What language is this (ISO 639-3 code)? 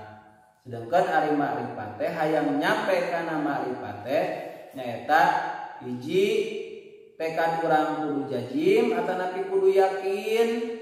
sun